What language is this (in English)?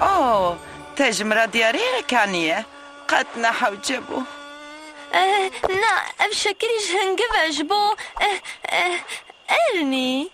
Kurdish